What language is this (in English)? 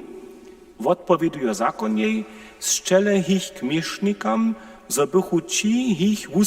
Upper Sorbian